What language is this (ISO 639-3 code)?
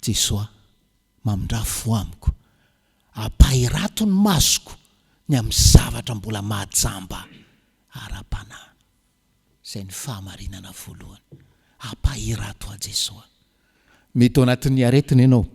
mlg